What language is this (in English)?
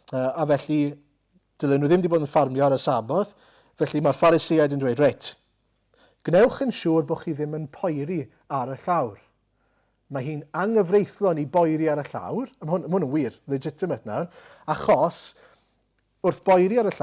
Welsh